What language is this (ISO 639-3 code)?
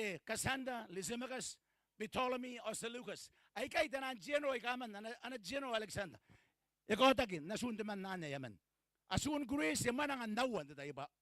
gil